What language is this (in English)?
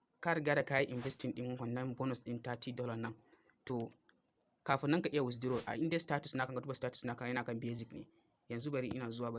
Hausa